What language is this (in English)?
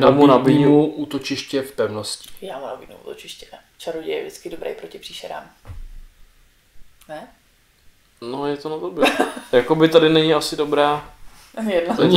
Czech